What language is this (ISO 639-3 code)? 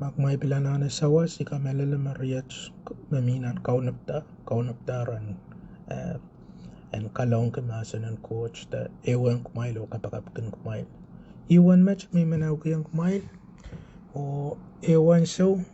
pon